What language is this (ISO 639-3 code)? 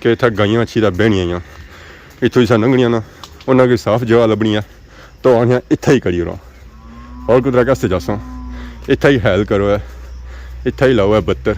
phr